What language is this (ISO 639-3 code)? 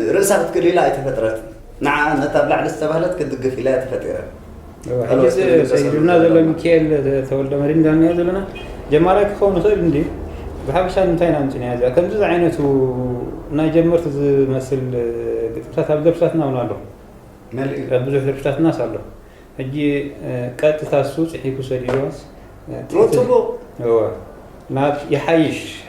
tir